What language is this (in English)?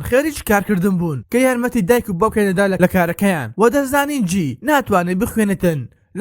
Central Kurdish